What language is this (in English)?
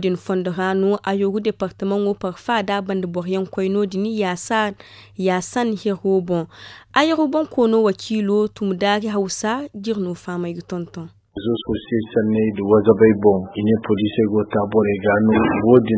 Zarma